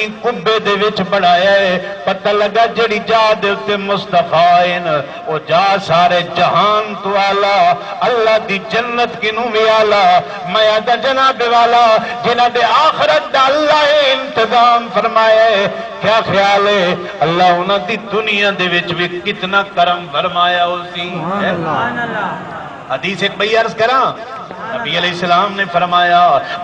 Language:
Saraiki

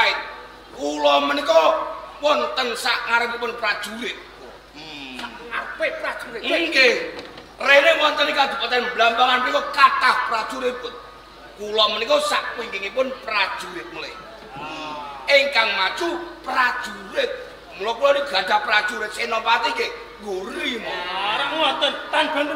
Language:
Javanese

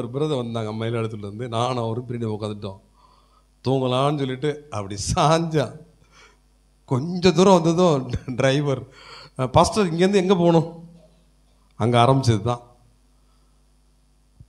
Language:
Tamil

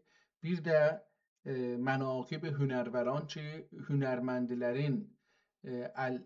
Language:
South Azerbaijani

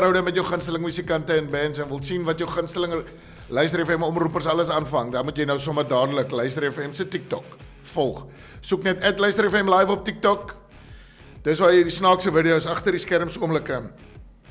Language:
Afrikaans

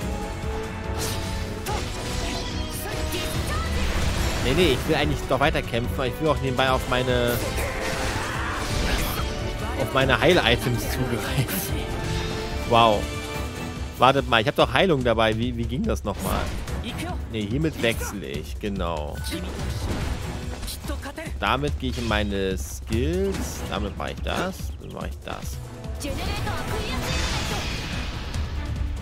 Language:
German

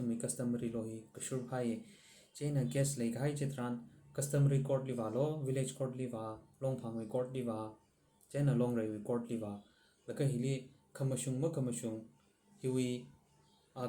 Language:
Tangkhul Naga (India)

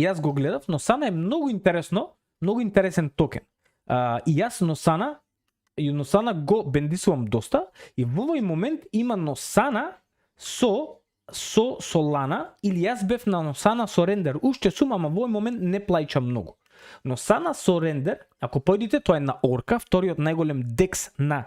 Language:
Macedonian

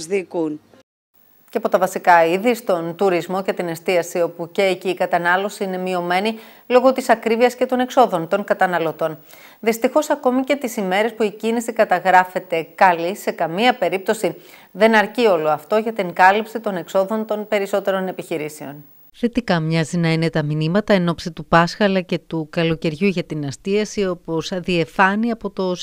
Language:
Greek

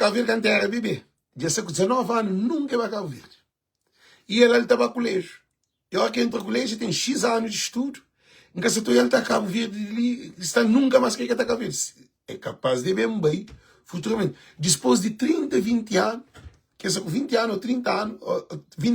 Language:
Kabuverdianu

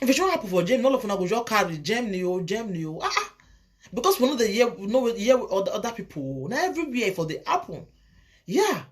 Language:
Nigerian Pidgin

